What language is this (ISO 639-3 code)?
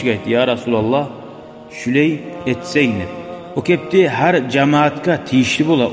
kum